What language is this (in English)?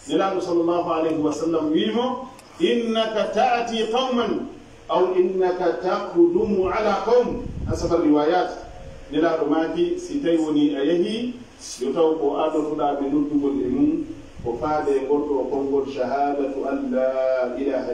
Fula